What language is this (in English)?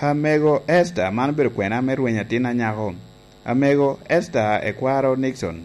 Lango (Uganda)